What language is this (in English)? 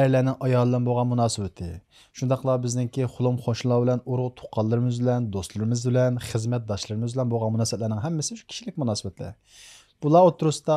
Uyghur